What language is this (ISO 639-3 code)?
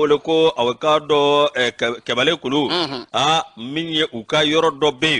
bam